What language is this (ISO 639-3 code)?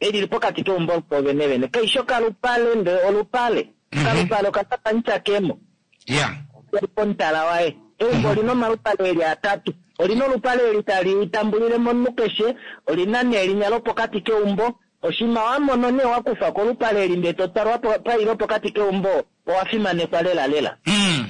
kua